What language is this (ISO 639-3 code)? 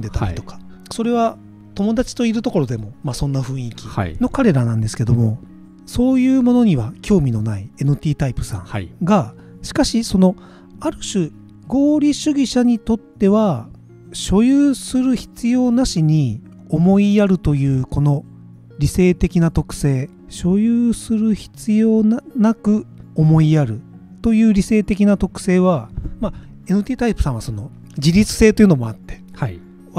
jpn